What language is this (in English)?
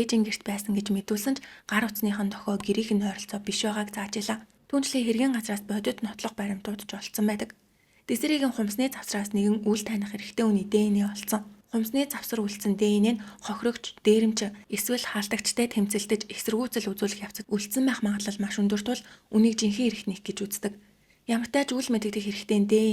Mongolian